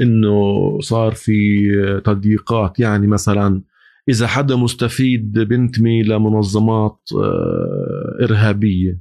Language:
North Levantine Arabic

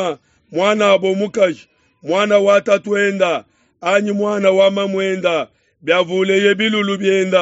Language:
Luba-Lulua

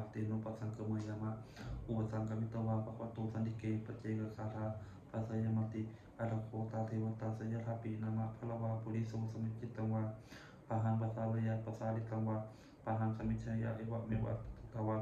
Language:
Pali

